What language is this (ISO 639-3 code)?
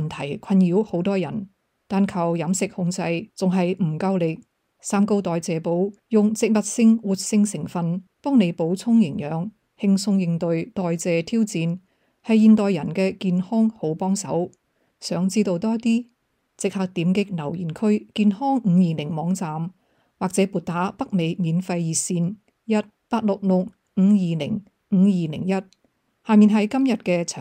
yue